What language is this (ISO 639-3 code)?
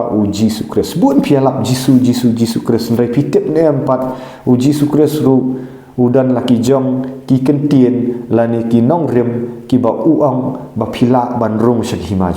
kha